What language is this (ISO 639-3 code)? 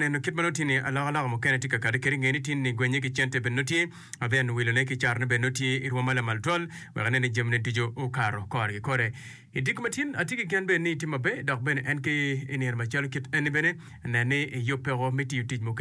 ach